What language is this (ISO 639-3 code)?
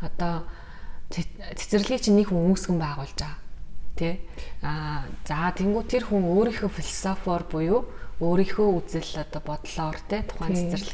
mon